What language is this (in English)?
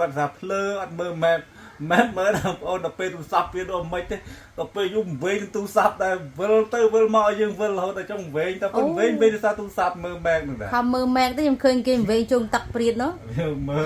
Khmer